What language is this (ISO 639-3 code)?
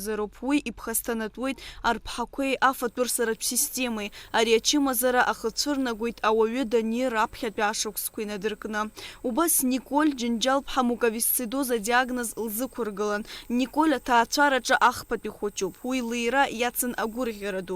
abk